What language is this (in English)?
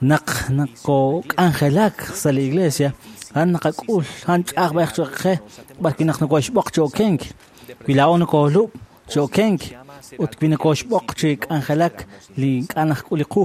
Kekchí